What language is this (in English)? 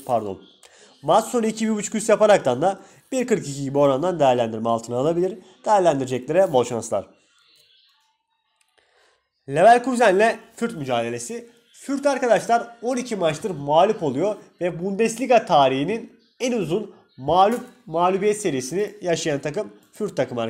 Turkish